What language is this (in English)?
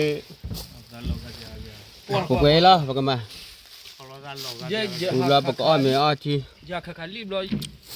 S'gaw Karen